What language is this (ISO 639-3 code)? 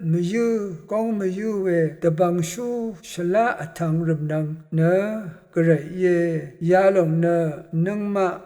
raw